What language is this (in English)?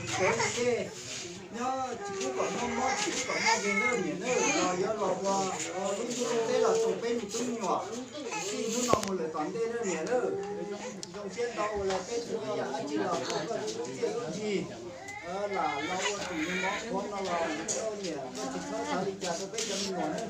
Hmong